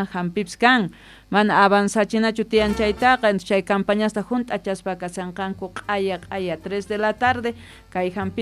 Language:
South Bolivian Quechua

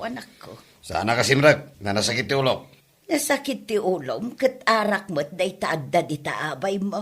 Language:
Iloko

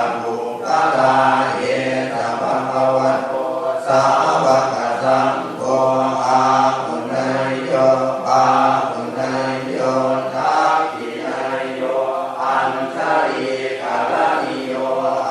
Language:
Pali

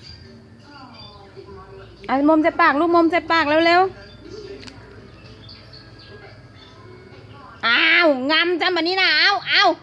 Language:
Lao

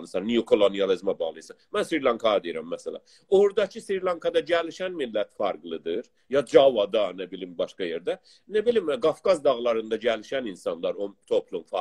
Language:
South Azerbaijani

